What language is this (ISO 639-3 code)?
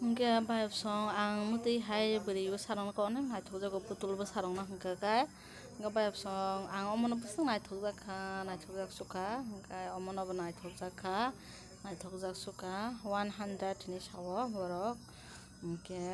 trp